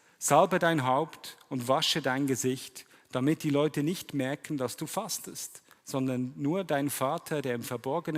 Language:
Swiss German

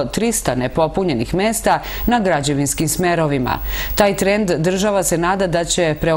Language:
Serbian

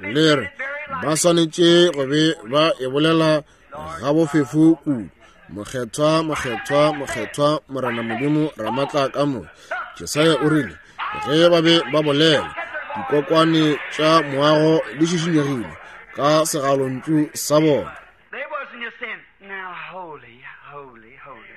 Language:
Northern Sotho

